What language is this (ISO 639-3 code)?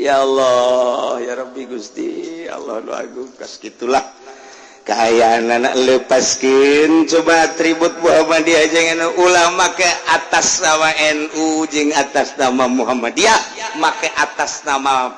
sun